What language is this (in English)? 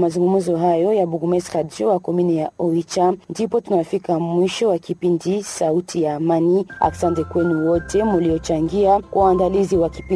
Swahili